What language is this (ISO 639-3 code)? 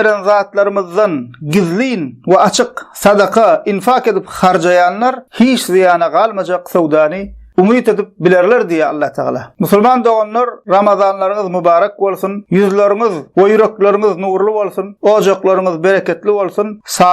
tuk